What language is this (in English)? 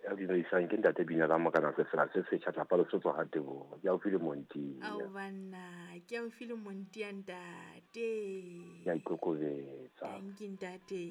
Southern Sotho